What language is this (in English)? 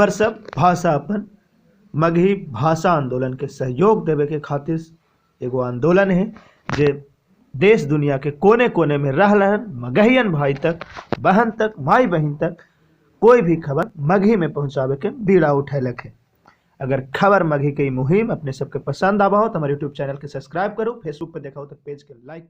Magahi